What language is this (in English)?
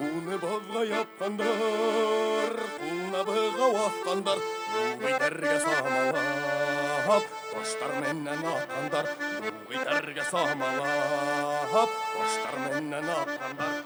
Bashkir